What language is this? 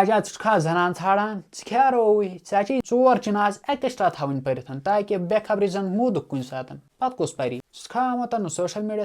Kashmiri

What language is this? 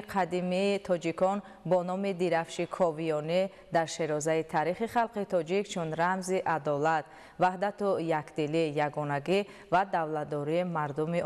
Tajik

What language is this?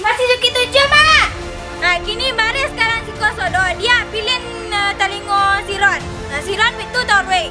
Minangkabau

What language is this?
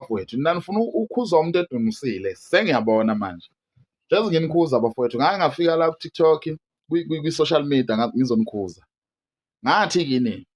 Zulu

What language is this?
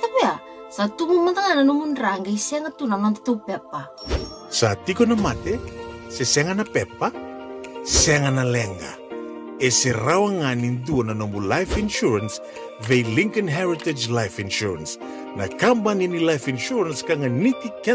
Fijian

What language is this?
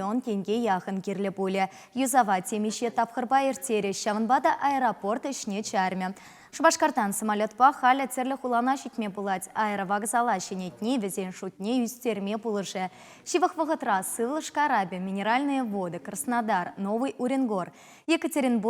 Chuvash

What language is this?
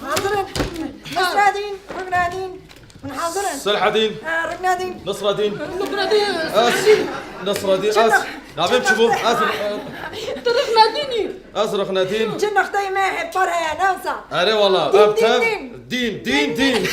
Kurdish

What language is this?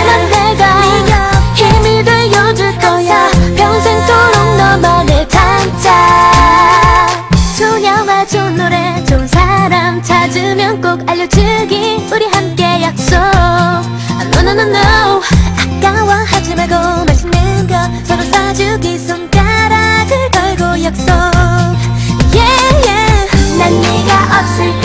Korean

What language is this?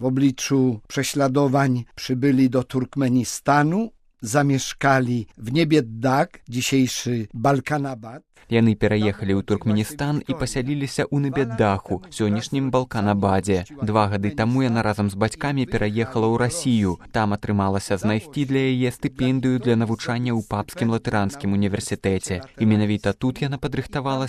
Belarusian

